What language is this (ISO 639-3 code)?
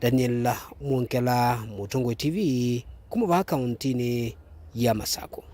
kam